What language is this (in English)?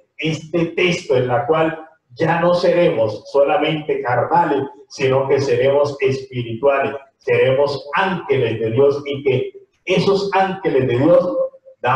Spanish